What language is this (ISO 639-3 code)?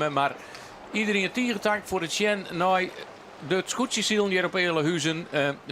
fry